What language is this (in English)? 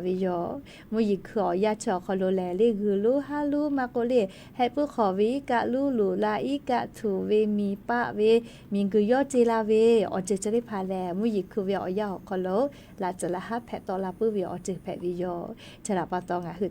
Lahu